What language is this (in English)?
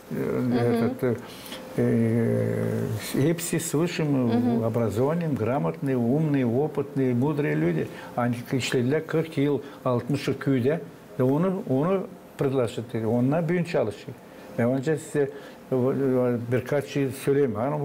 Gagauz